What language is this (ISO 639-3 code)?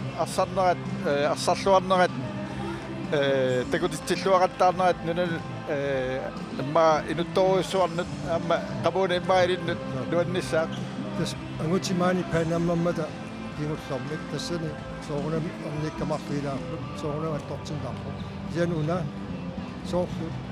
kal